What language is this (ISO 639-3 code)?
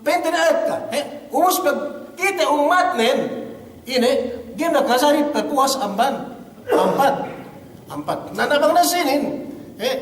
yka